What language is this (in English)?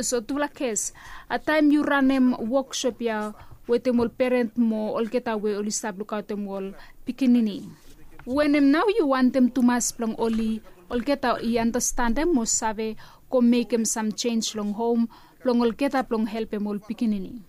Bislama